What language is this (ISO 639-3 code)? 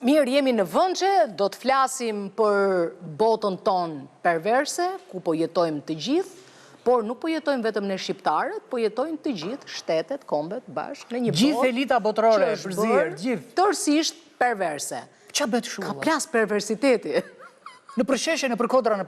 sqi